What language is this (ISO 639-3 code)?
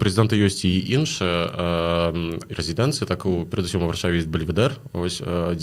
bel